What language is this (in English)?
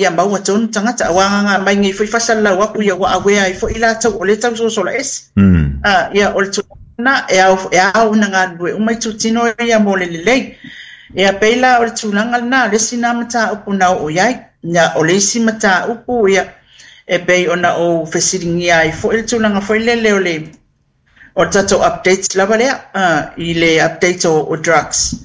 Samoan